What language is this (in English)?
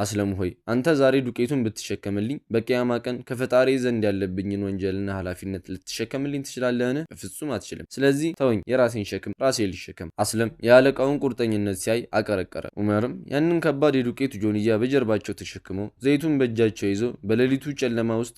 Amharic